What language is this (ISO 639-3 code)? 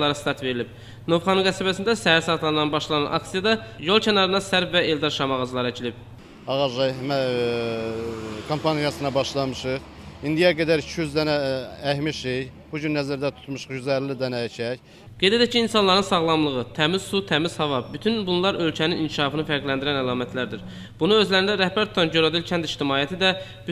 aze